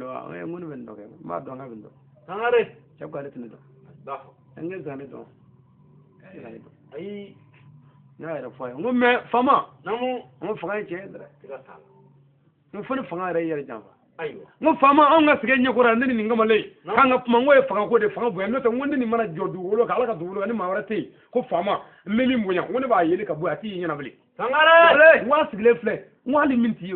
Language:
Bambara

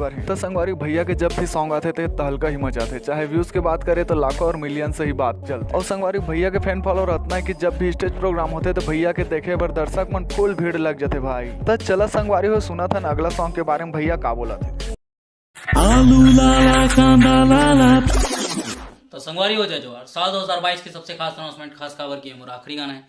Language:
Chhattisgarhi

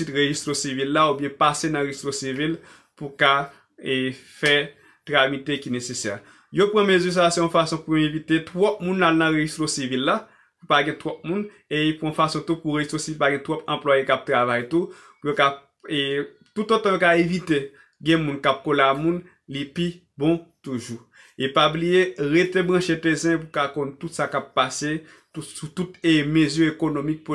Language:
Haitian Creole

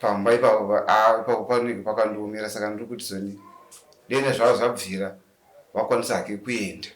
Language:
Shona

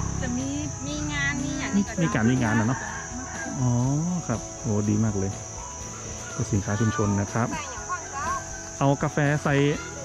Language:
Thai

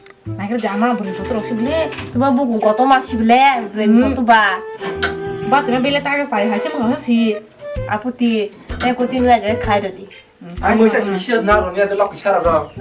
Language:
Kok Borok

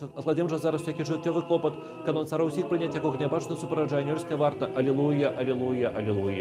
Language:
Belarusian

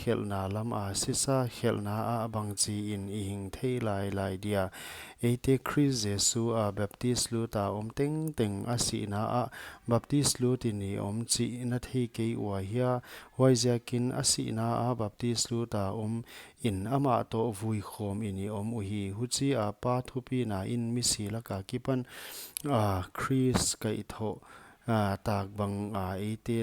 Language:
Paite Chin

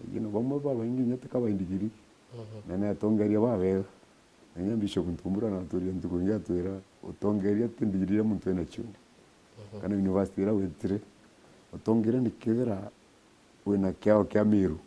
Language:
Meru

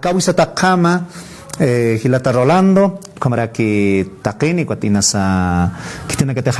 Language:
Aymara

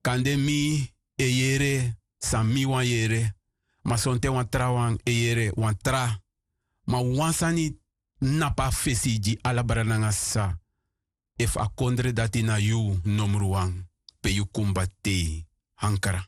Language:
Sranan Tongo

